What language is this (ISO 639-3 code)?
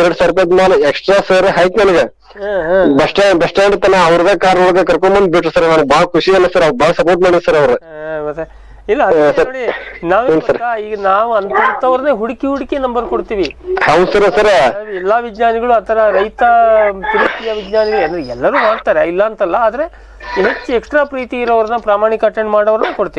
kan